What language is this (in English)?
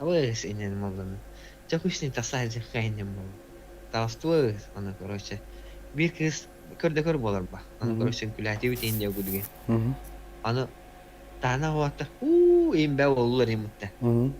Yakut